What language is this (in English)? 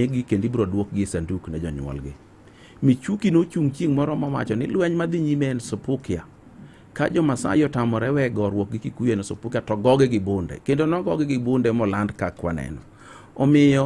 Luo (Kenya and Tanzania)